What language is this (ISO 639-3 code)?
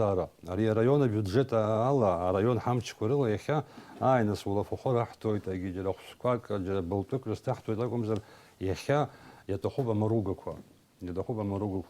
abk